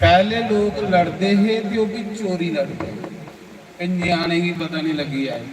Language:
Dogri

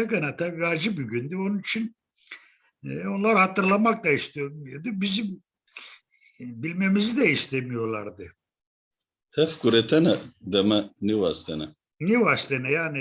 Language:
Zaza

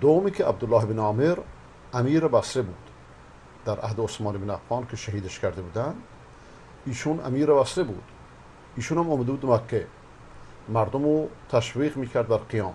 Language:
Persian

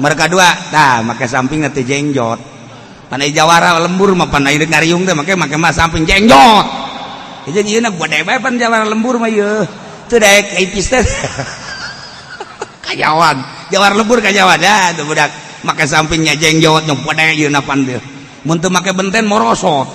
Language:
Sundanese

